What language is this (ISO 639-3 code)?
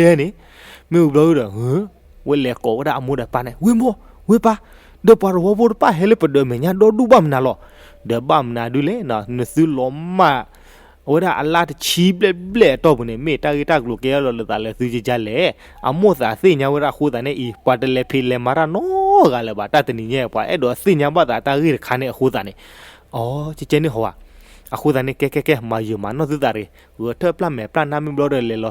ksw